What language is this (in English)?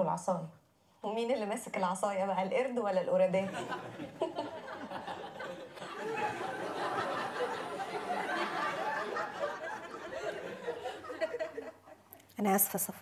Egyptian Arabic